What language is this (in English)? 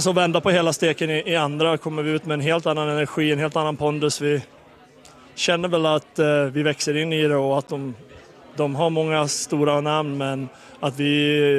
Swedish